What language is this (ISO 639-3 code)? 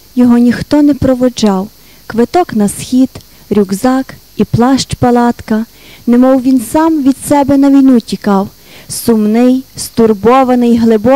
ukr